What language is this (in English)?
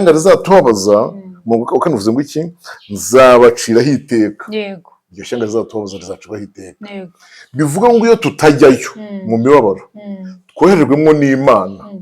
Kinyarwanda